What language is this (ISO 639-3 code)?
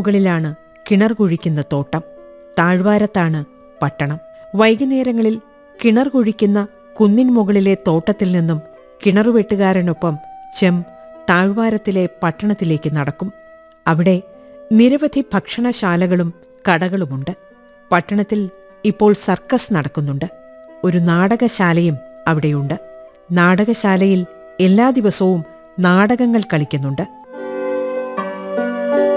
mal